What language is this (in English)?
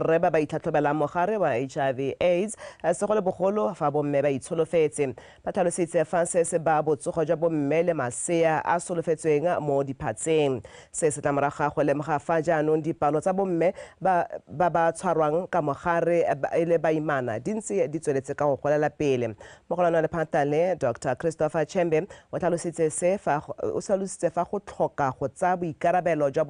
Tswana